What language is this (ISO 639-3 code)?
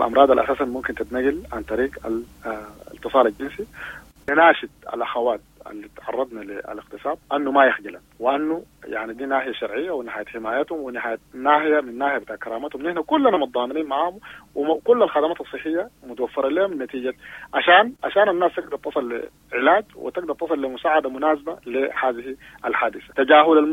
apd